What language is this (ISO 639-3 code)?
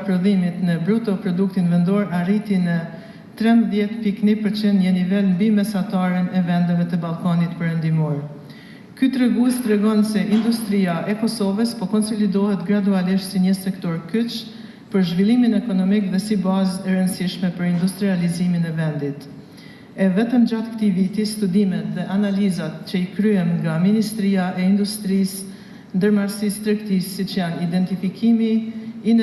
sqi